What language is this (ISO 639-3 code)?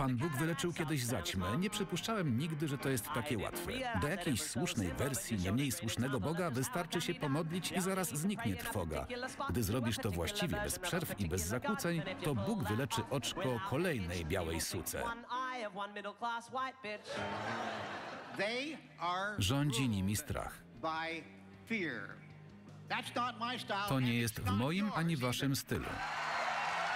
pol